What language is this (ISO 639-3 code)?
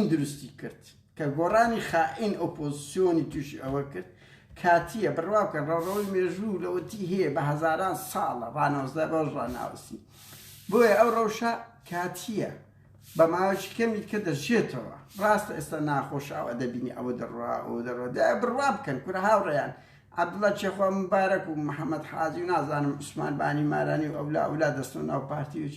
ckb